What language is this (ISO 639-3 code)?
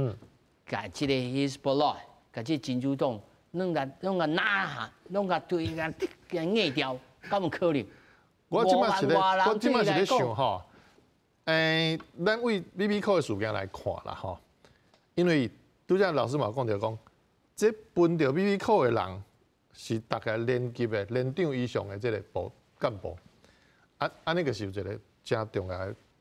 nan